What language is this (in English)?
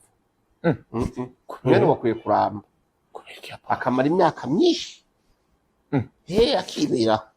Rundi